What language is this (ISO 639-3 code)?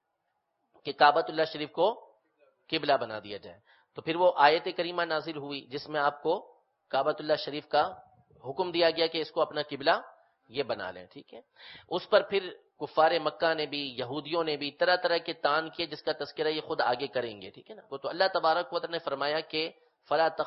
urd